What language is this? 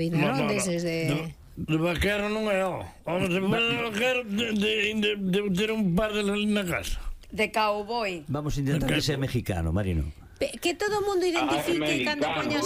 Galician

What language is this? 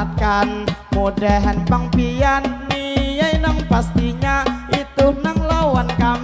Banjar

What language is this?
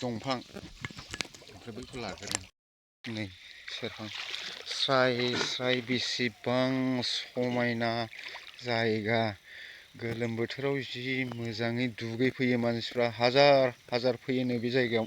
Bodo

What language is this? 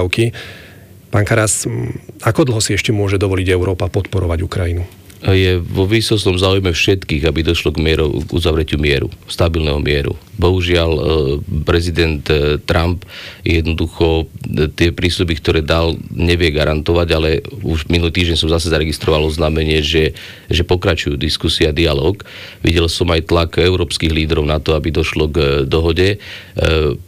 Slovak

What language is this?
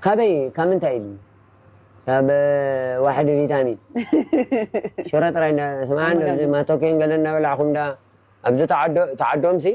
Tigrinya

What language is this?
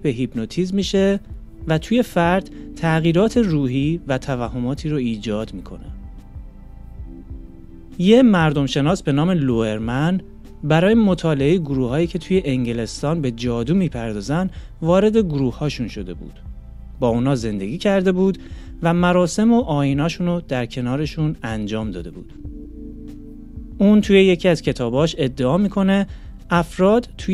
Persian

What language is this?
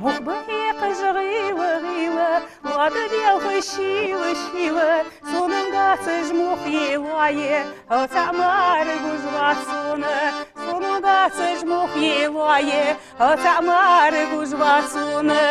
Ingush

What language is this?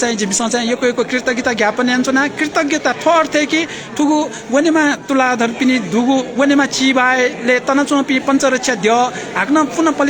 Newari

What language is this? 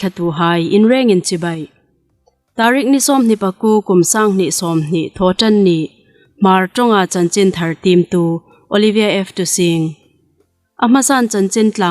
Hmar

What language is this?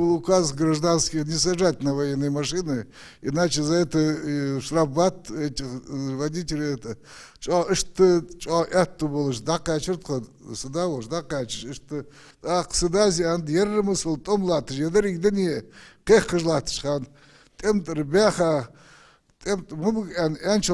Ingush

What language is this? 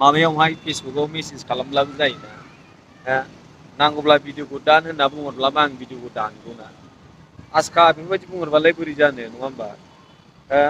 Bodo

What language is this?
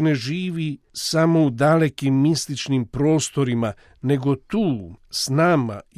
Croatian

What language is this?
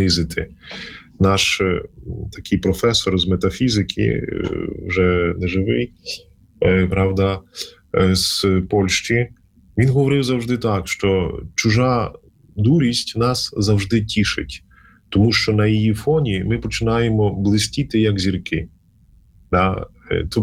Ukrainian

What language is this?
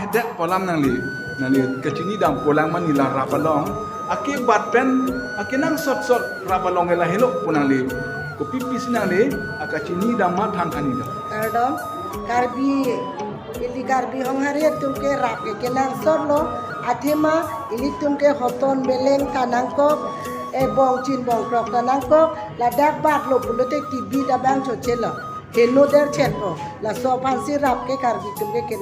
Karbi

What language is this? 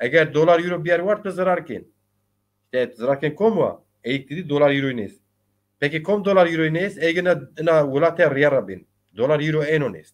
Zaza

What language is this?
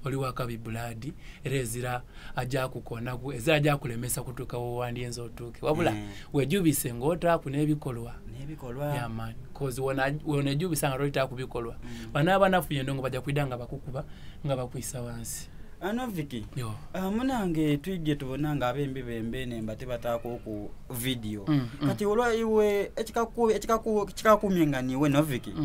Soga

